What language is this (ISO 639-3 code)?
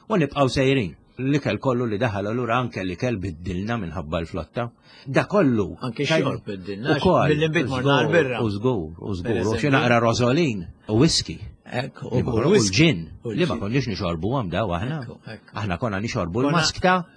mlt